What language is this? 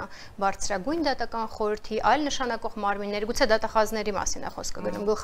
Armenian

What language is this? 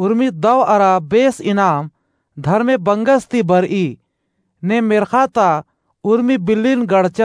Kurukh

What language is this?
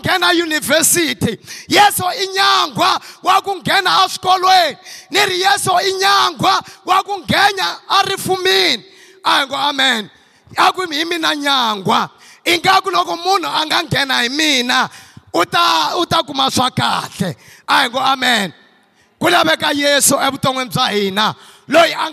Tsonga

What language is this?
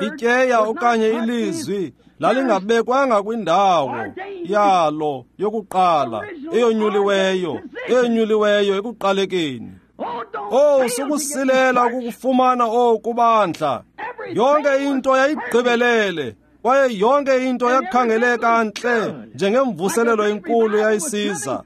Xhosa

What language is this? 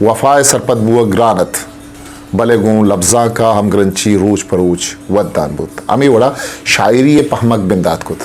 Eastern Balochi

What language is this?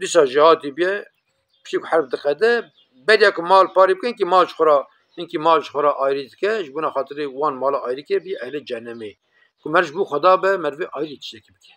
Kurdish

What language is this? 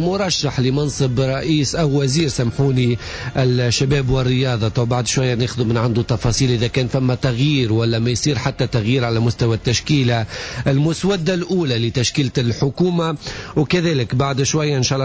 Tunisian Arabic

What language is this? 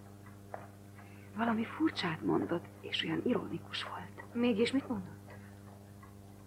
Hungarian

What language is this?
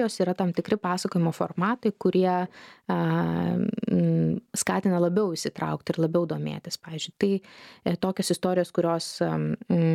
Lithuanian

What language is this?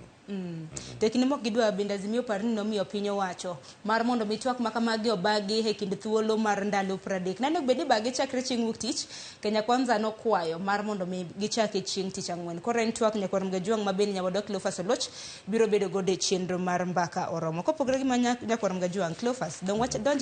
Luo (Kenya and Tanzania)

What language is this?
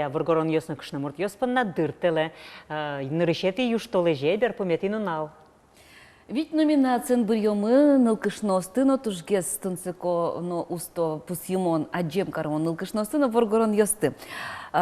Udmurt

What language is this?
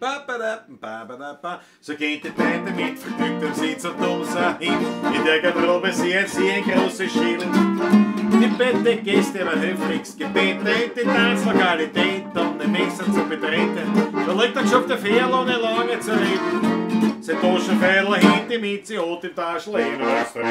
Bavarian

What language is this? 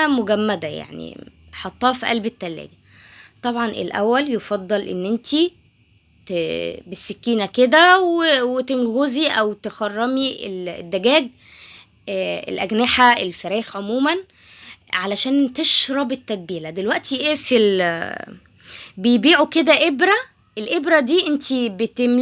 Egyptian Arabic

